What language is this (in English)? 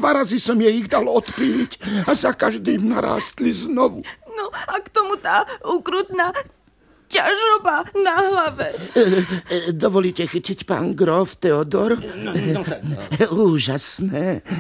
Slovak